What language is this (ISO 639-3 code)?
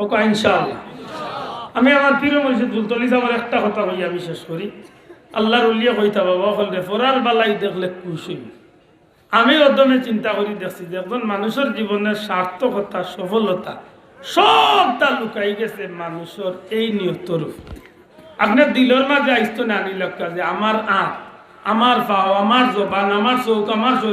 syl